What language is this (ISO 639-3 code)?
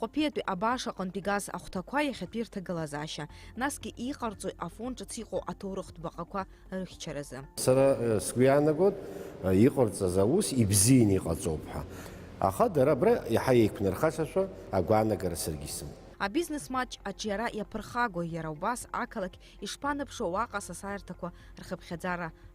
abk